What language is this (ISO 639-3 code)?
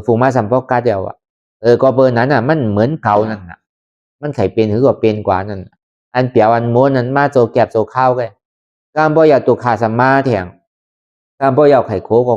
khb